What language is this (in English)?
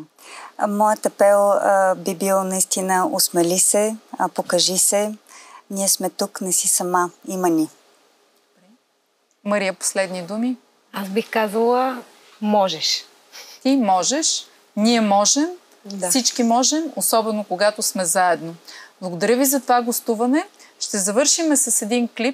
Bulgarian